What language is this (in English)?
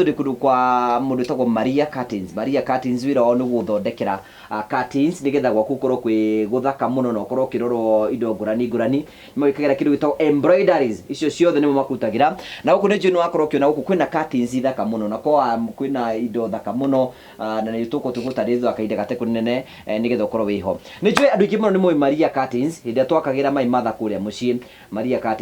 Kikuyu